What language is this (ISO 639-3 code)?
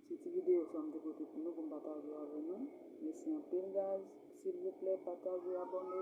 hat